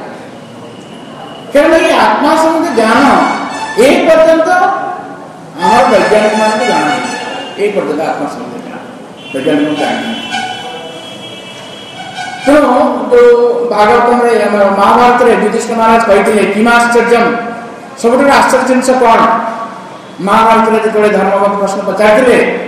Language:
Odia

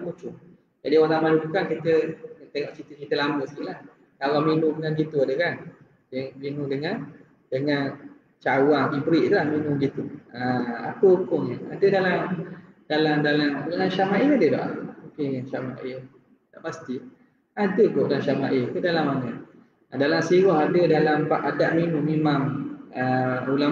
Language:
Malay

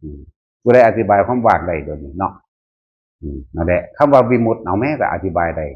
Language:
Northeastern Thai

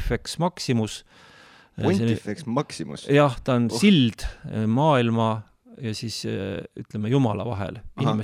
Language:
Estonian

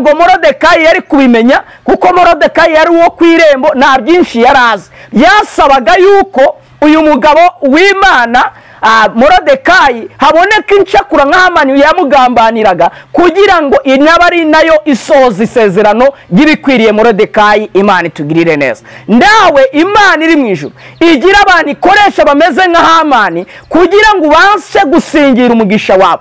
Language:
Kinyarwanda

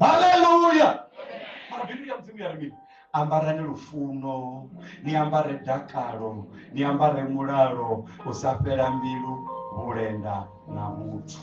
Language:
Venda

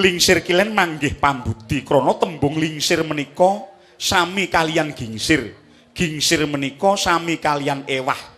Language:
Javanese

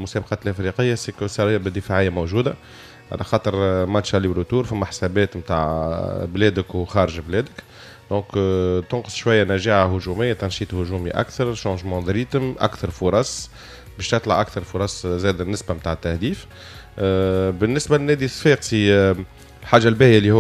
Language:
Tunisian Arabic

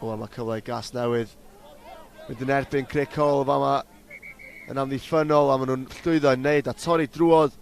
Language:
Welsh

